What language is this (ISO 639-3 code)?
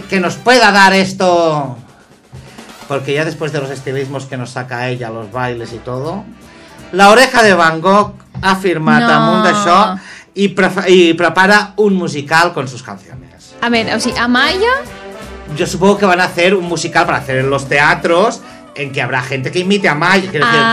cat